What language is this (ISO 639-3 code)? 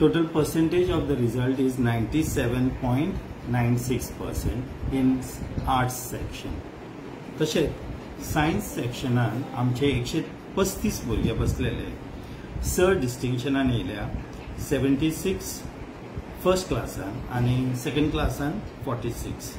kok